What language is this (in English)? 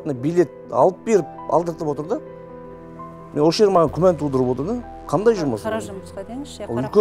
Kazakh